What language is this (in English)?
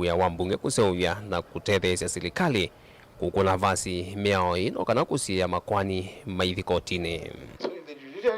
Kamba